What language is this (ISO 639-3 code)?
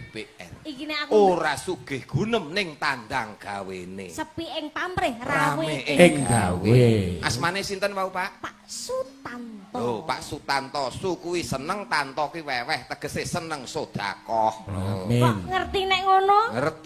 jav